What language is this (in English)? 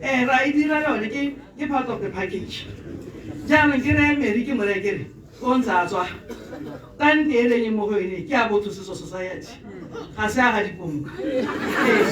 Tswana